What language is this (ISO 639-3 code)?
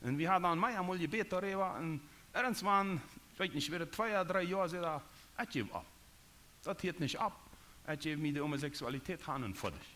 pdt